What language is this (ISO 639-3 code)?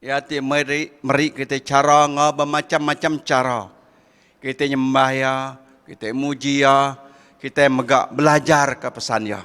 iba